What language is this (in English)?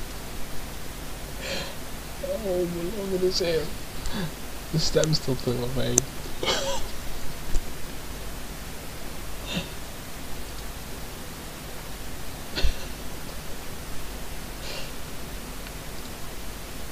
Dutch